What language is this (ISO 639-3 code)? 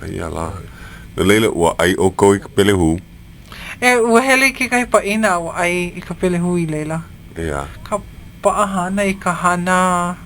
haw